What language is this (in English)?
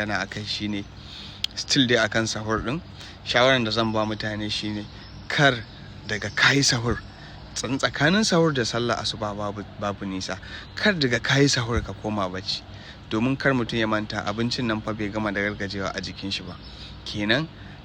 Hausa